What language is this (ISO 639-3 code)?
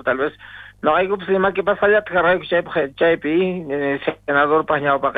quh